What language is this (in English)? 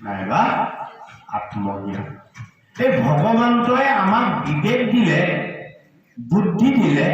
Assamese